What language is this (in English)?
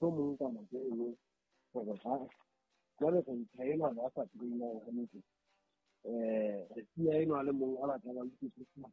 Southern Sotho